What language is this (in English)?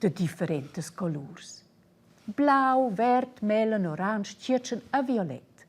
Romansh